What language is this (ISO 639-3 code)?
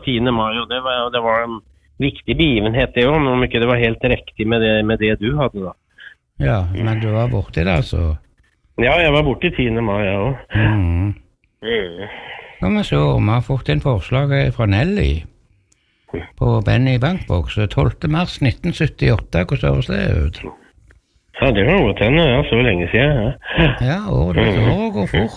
nor